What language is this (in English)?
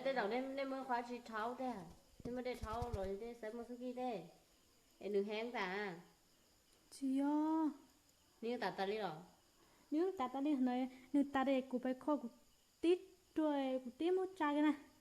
Hmong